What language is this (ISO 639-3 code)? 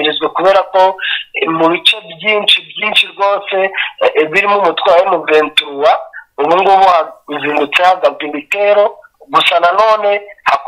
kin